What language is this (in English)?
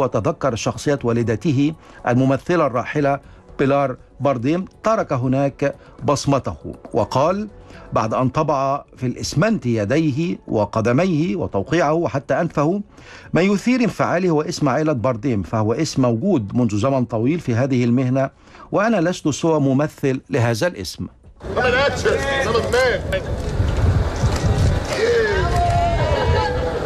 Arabic